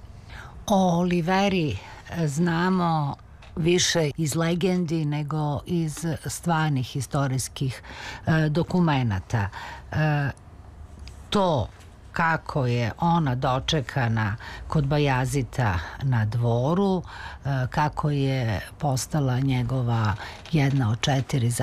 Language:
Serbian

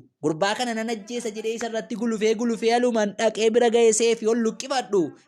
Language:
Oromo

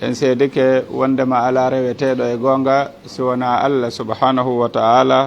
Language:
Pular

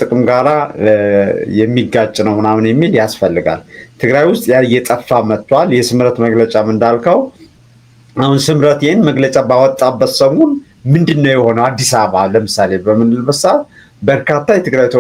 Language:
Amharic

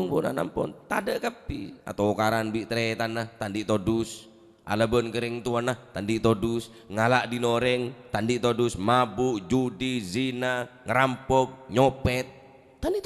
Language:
Madurese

